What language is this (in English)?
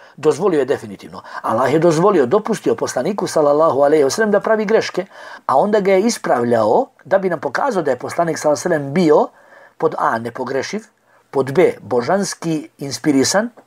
Bosnian